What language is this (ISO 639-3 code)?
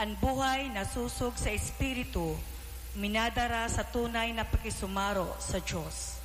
bik